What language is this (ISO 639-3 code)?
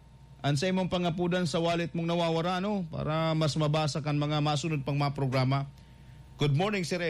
bik